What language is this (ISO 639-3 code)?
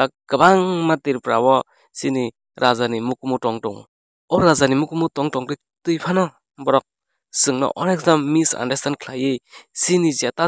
trp